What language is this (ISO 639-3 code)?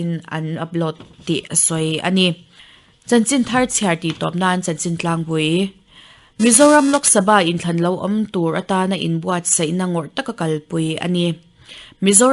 lus